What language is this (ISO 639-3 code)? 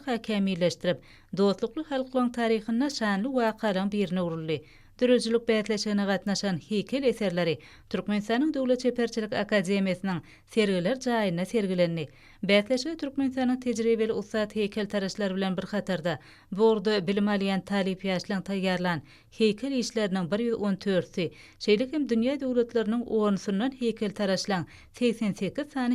tuk